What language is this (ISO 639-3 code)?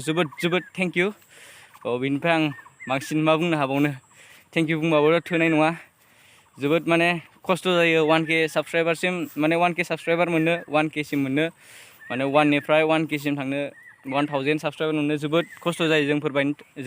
brx